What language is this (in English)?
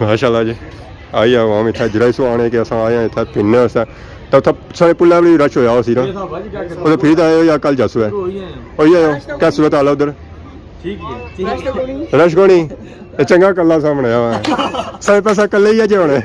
Pahari-Potwari